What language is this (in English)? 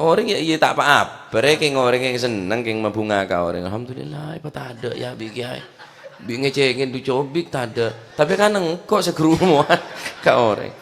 Madurese